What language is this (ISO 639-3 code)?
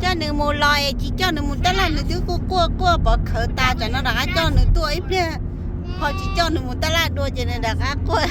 hmn